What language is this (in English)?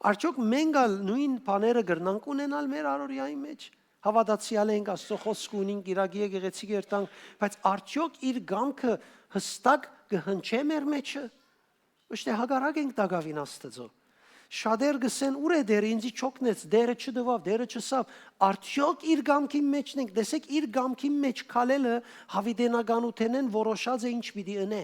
Western Armenian